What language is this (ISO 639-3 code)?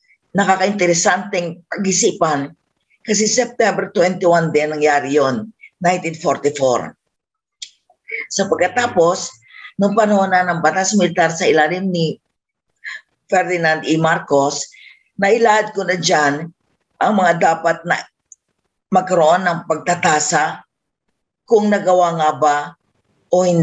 fil